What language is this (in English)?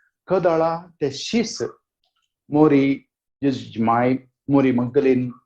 Konkani